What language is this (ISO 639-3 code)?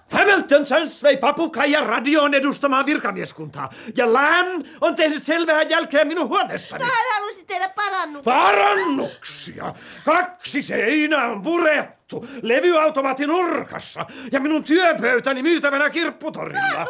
fin